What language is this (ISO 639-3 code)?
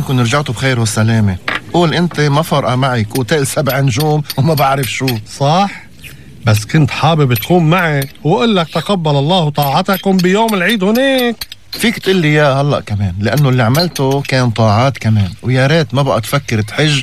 apc